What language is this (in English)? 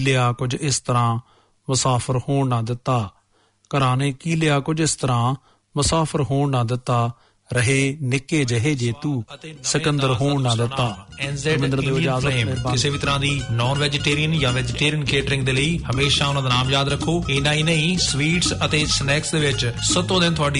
Punjabi